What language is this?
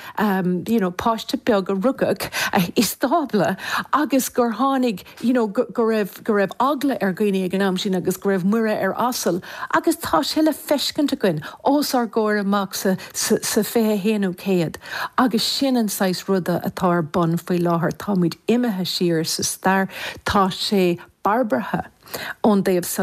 Irish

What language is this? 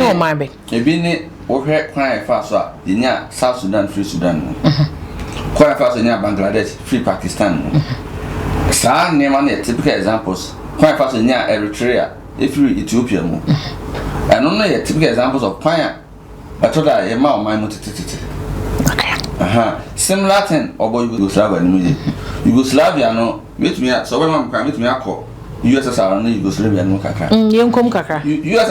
Akan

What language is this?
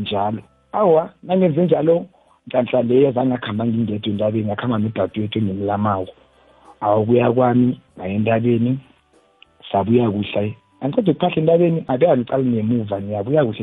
South Ndebele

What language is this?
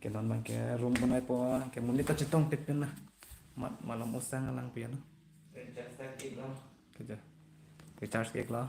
Karbi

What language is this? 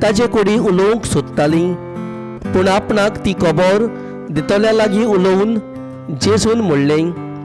Konkani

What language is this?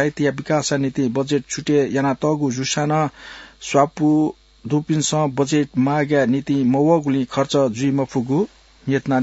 Newari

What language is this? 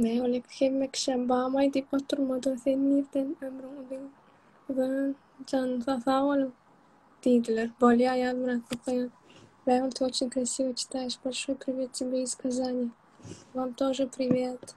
Turkmen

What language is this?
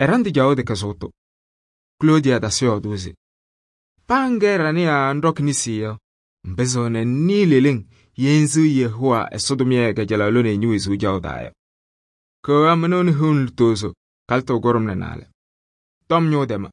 Kabiyè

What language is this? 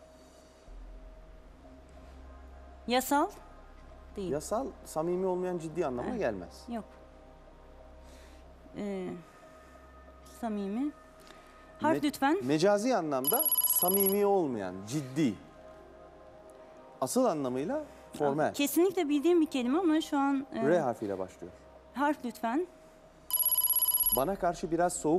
Turkish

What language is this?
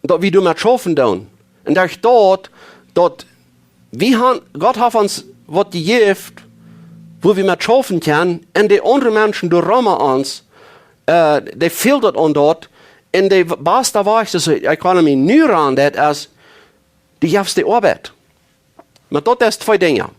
Plautdietsch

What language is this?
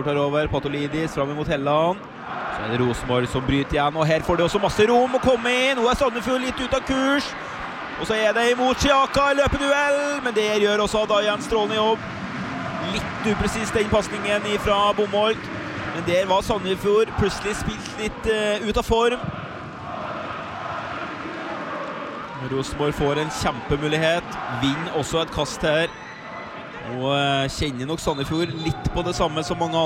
Norwegian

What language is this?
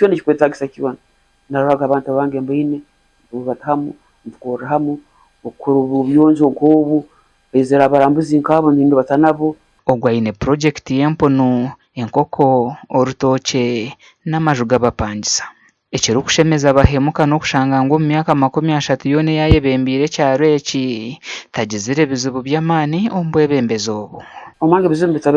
Nyankole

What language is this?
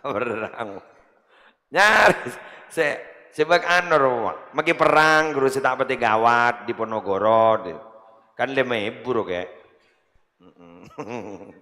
Madurese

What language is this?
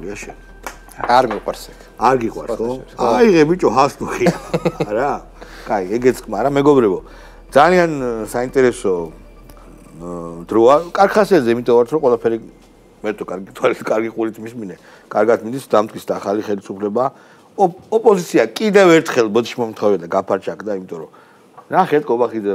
Georgian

